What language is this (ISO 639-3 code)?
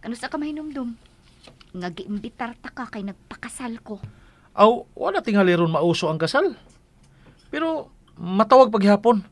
ceb